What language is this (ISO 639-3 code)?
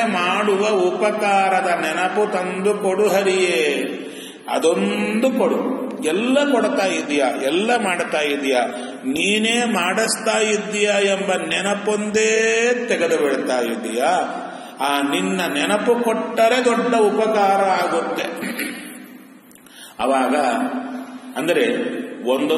kan